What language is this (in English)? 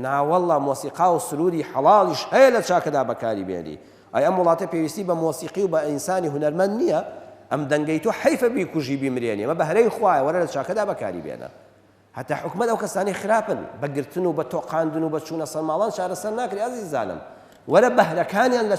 Central Kurdish